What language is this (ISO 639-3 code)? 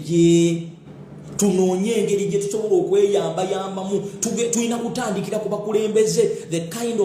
lug